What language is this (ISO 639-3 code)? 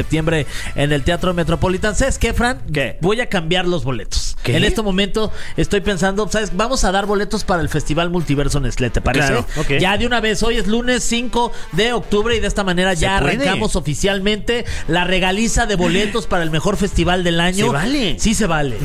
spa